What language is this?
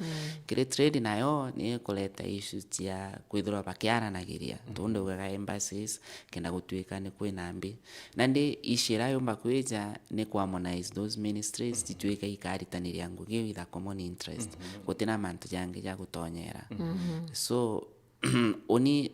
Meru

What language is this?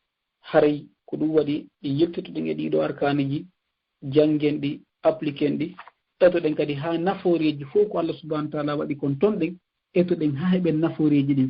Fula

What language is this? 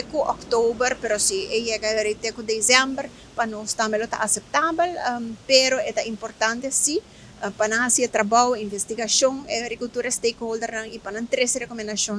Papiamento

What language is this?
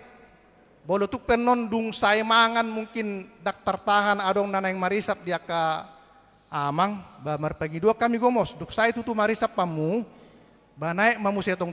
Batak Toba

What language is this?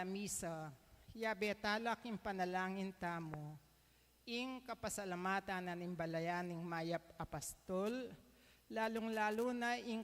Pampanga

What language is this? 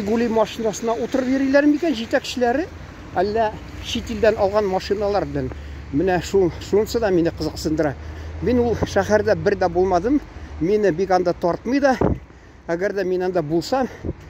Tatar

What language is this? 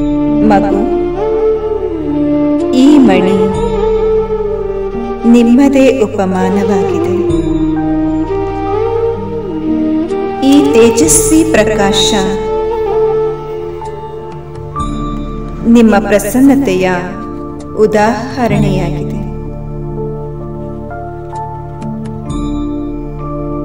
Kannada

